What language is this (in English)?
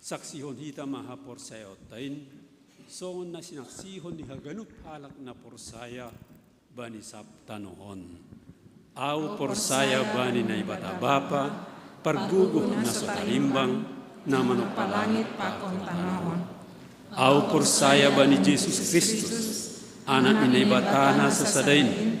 Batak Simalungun